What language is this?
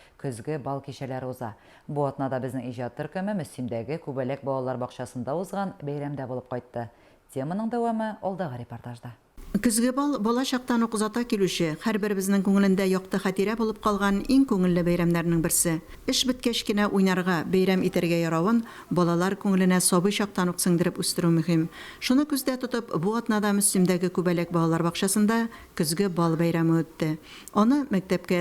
Tatar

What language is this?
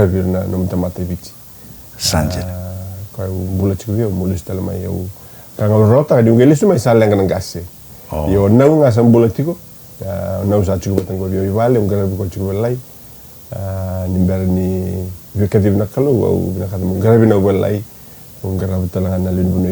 Fijian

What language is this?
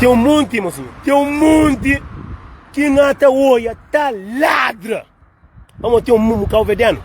Kabuverdianu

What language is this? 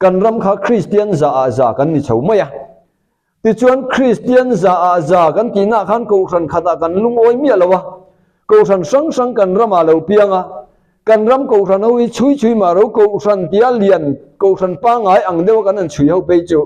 Mizo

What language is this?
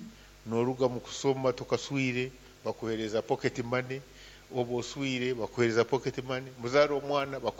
Nyankole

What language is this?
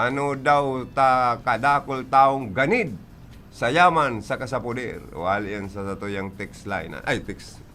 Bikol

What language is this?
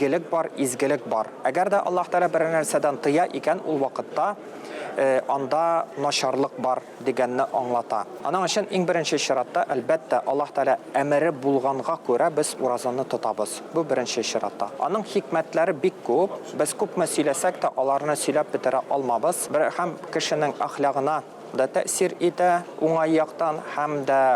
Tatar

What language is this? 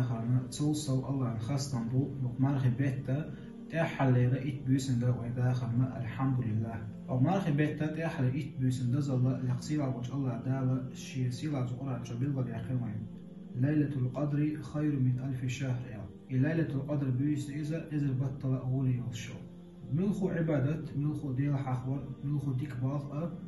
Chechen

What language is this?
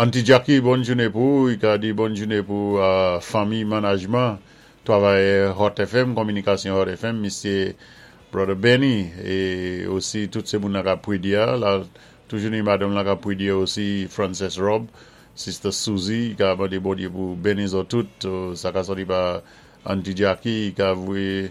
Saint Lucian Creole French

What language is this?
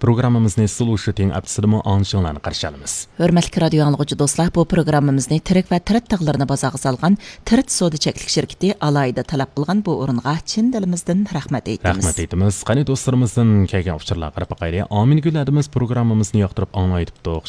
Uyghur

